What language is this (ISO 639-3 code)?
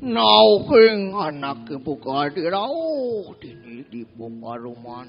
ban